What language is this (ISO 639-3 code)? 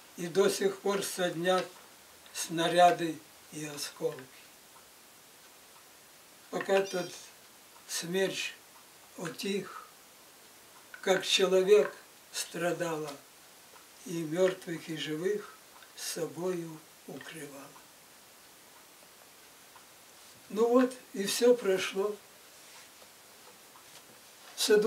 rus